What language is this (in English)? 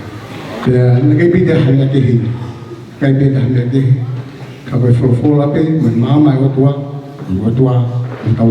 Tongan